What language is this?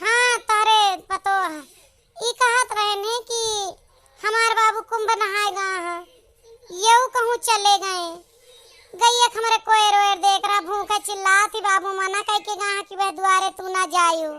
Awadhi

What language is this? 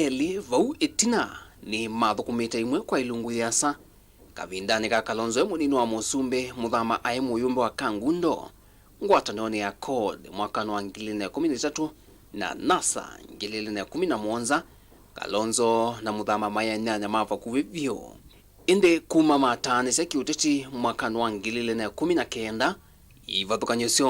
Kamba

